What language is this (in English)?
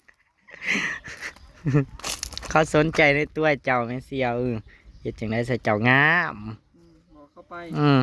Northeastern Thai